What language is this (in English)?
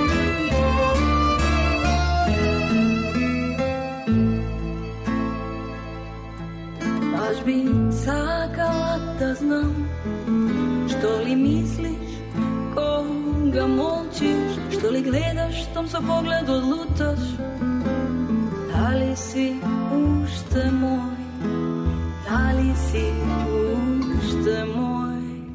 Serbian